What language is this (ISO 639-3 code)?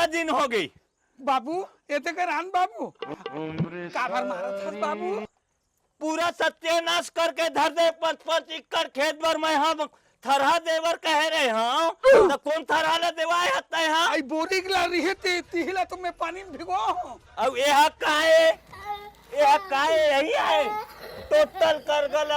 hne